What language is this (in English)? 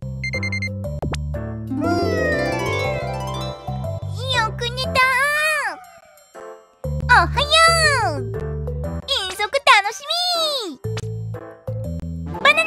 Japanese